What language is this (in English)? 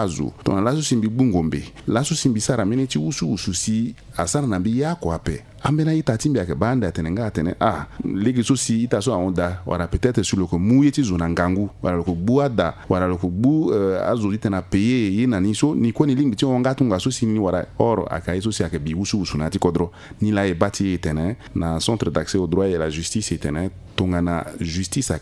Sango